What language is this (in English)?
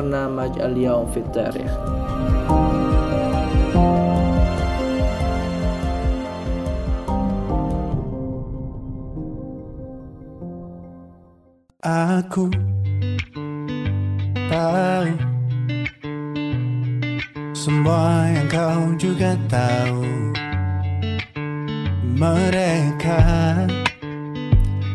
Indonesian